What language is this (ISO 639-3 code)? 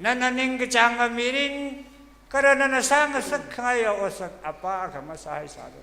nmf